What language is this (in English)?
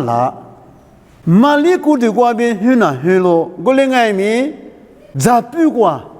Lisu